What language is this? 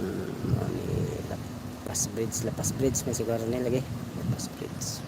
Cebuano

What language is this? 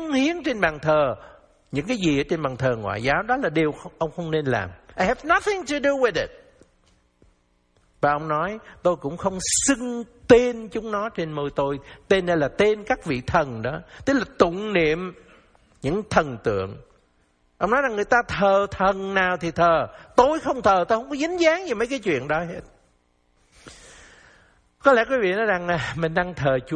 Vietnamese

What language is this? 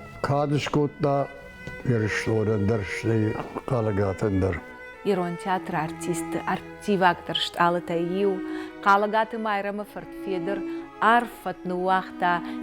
Ossetic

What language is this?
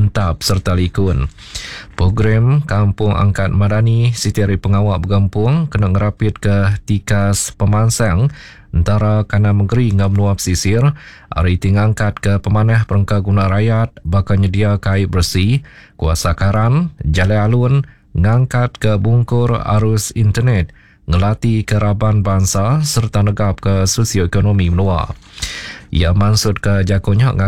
Iban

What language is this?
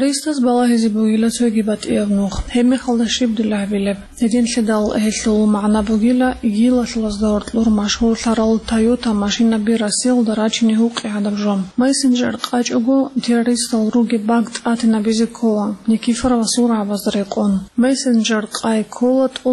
Avaric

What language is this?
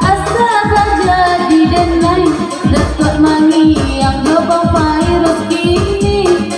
Minangkabau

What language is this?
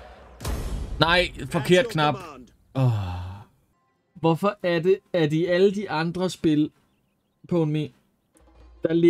Danish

